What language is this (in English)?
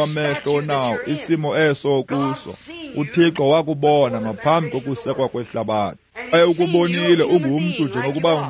Xhosa